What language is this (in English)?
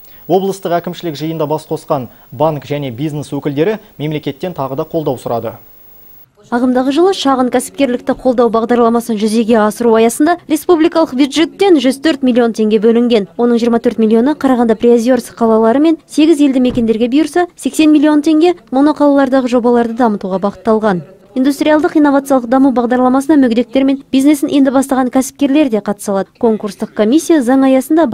Kazakh